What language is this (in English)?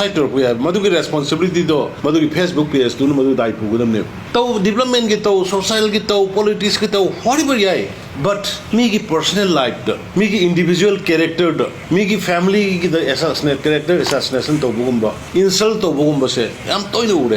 Manipuri